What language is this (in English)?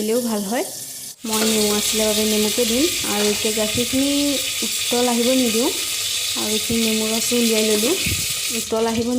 Assamese